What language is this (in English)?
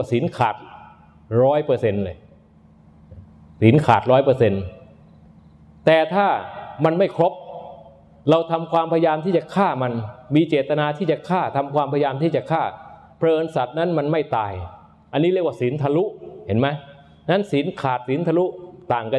Thai